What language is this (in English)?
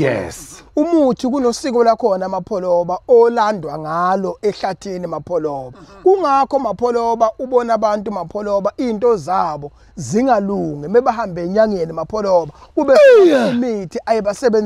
Zulu